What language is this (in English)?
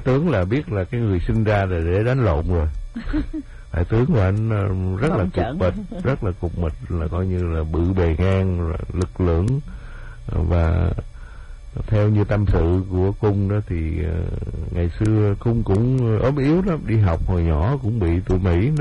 Vietnamese